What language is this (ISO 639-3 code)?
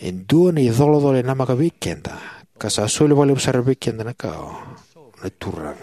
fij